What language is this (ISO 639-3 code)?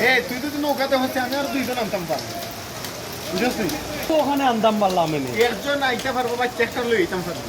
syl